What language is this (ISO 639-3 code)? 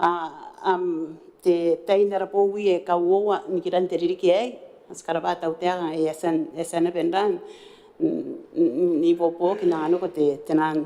gil